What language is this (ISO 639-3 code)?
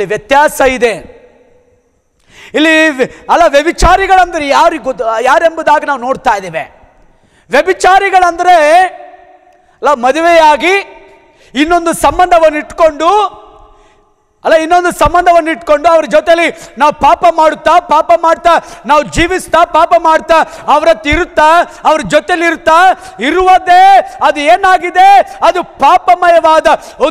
kan